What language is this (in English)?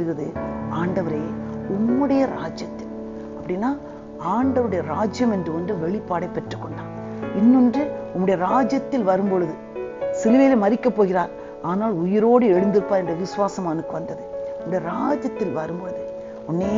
Tamil